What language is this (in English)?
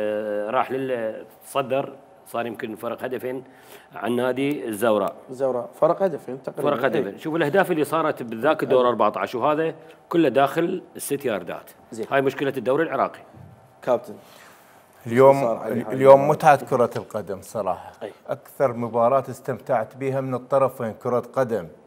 Mesopotamian Arabic